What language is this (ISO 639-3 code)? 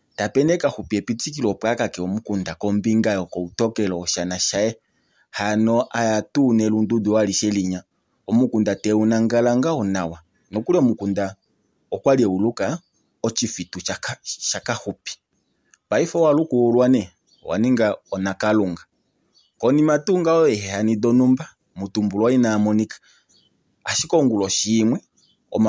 kua